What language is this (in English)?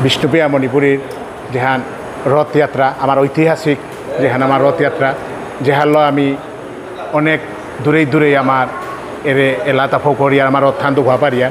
Bishnupriya